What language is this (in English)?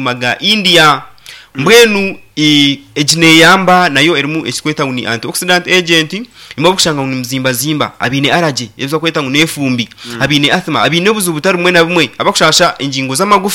Nyankole